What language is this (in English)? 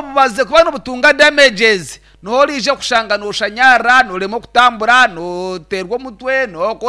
Nyankole